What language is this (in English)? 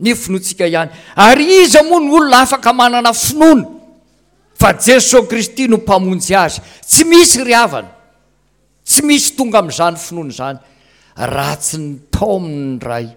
Malagasy